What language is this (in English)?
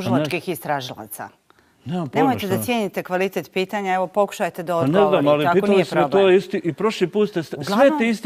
Bosnian